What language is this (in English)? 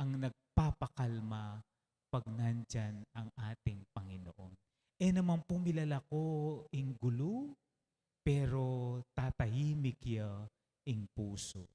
Pampanga